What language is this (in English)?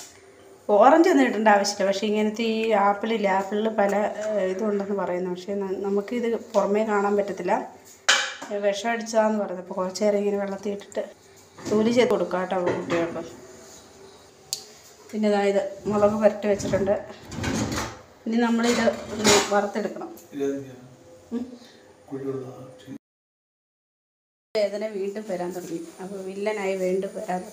Malayalam